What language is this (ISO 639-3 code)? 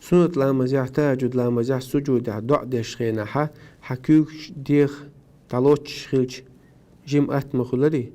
che